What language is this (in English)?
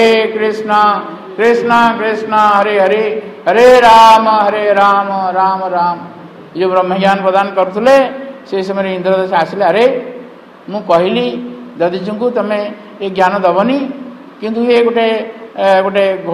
Odia